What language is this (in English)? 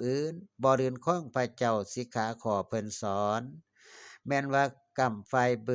Northeastern Thai